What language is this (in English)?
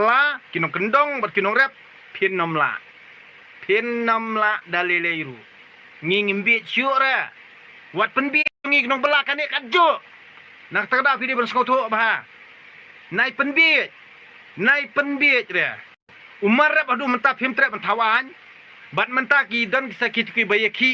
Khasi